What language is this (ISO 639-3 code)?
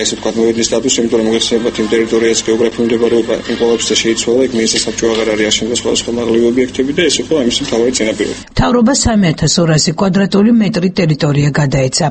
kat